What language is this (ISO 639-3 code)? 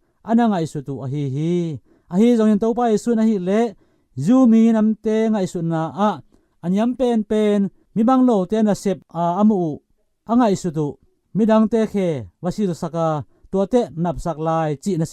ctd